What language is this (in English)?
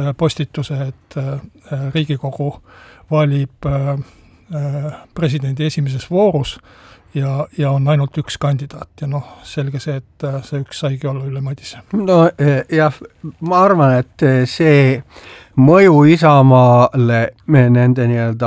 Estonian